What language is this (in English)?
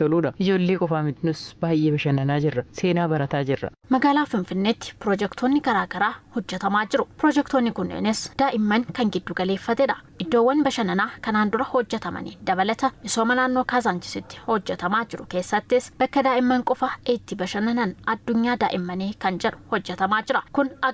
Oromo